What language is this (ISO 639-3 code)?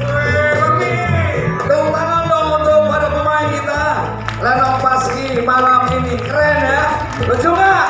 bew